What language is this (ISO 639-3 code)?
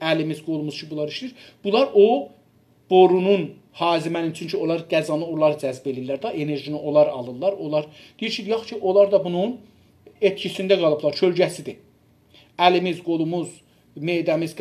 azb